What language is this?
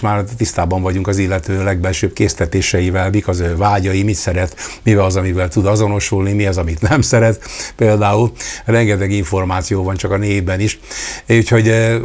Hungarian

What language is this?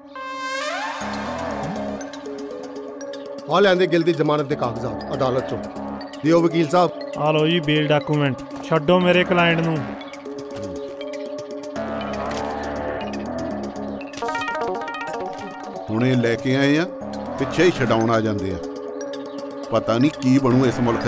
Punjabi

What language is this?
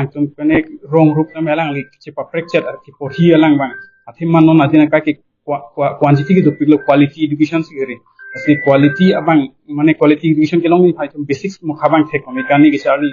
Karbi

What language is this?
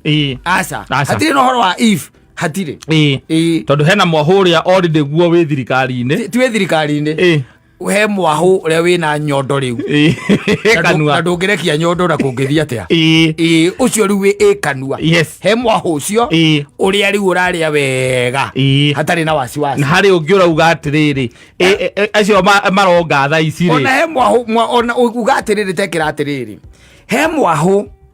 Kikuyu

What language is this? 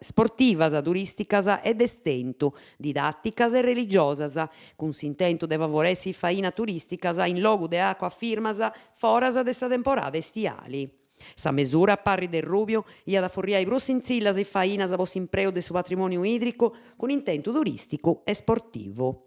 Sardinian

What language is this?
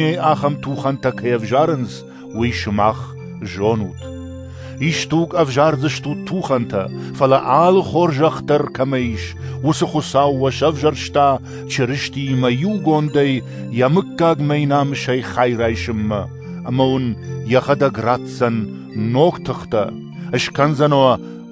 Ossetic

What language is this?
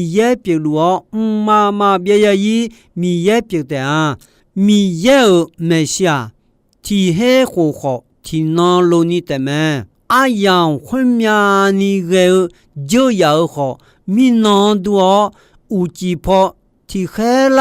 Akha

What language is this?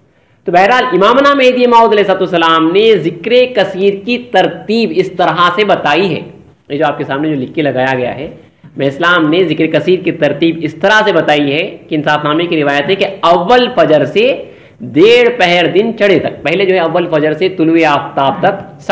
Urdu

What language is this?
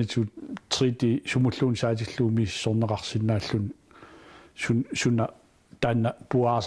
Kalaallisut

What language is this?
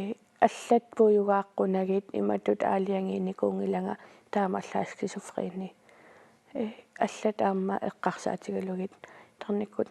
Kalaallisut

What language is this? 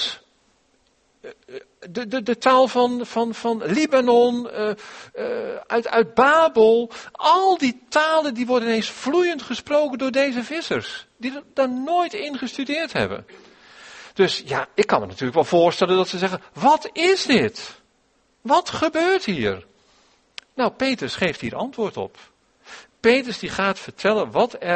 Dutch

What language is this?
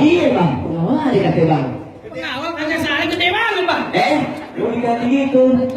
Betawi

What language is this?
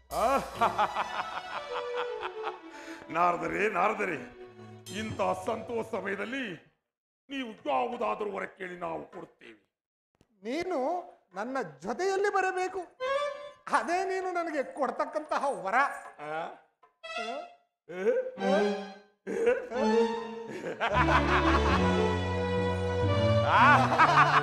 Kannada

